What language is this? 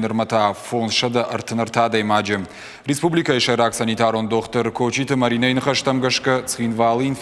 Ossetic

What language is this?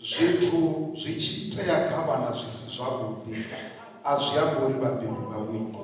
Venda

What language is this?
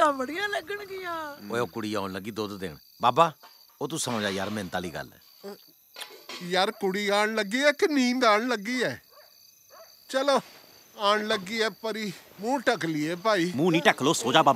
Punjabi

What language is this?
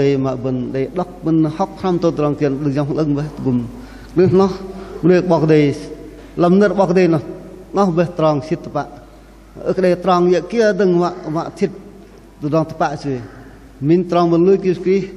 Bahnar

